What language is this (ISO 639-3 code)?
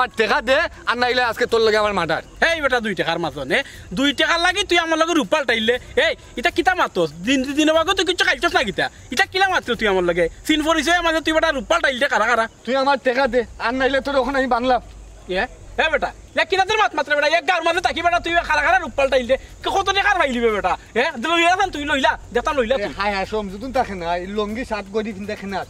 syl